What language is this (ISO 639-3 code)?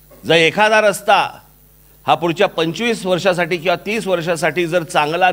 mar